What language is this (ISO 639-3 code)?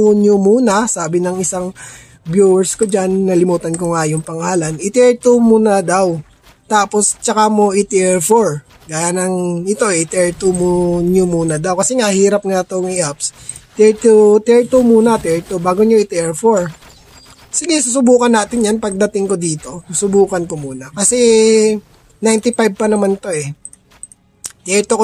fil